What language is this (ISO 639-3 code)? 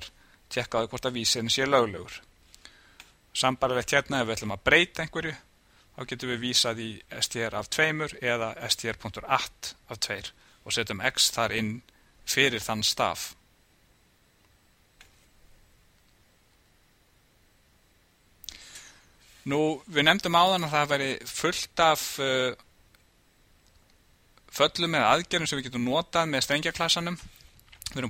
isl